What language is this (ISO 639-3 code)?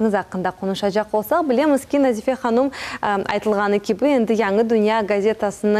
crh